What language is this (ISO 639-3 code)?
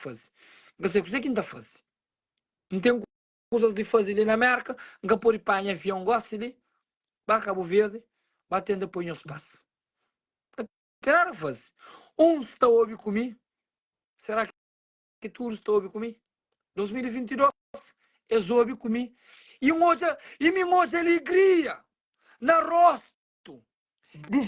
kea